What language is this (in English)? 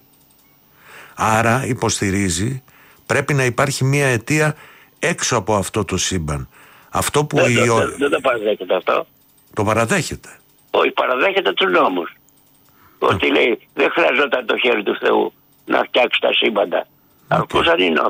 Greek